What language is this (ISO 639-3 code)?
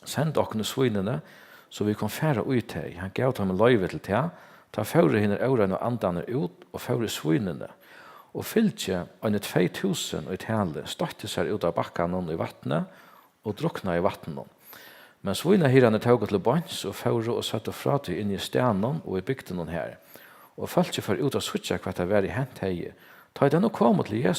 fao